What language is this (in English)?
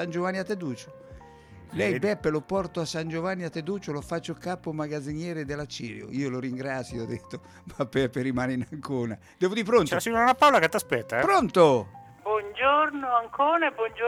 Italian